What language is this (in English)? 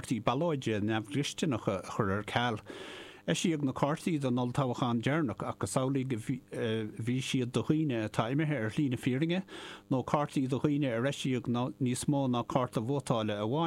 Irish